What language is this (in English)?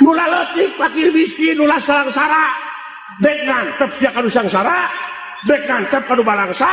Sundanese